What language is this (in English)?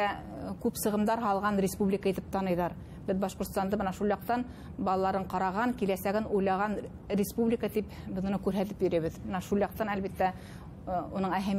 Bashkir